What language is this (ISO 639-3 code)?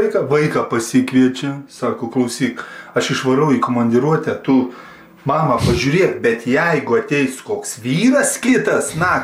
lit